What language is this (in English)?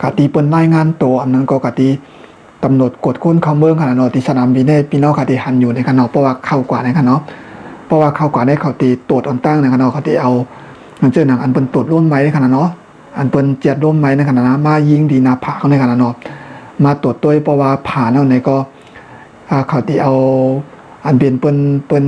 Shan